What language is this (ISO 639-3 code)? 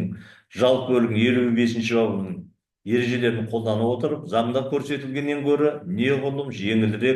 kaz